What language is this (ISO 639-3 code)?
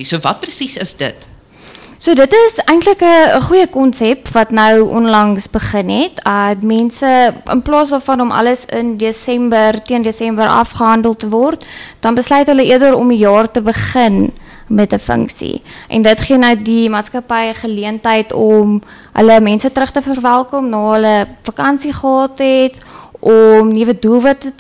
afr